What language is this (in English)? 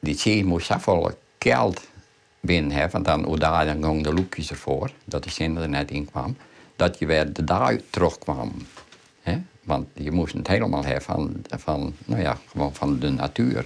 Western Frisian